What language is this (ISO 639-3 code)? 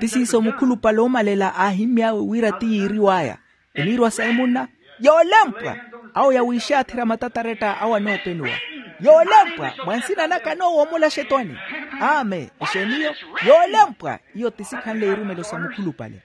vmw